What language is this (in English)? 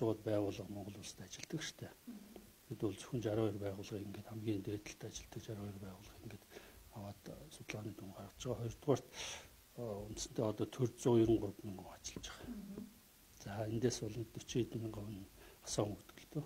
Mongolian